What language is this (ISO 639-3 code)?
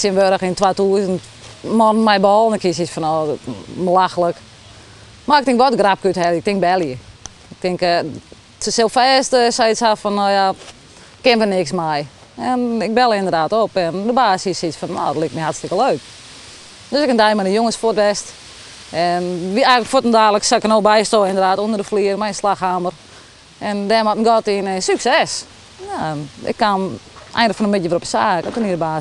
fry